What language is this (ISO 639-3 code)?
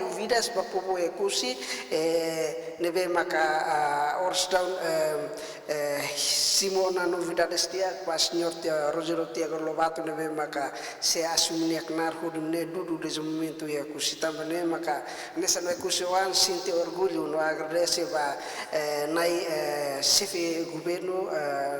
tet